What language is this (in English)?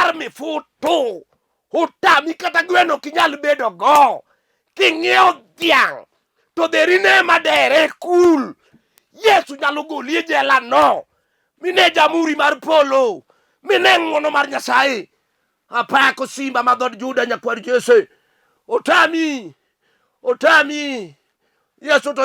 Luo (Kenya and Tanzania)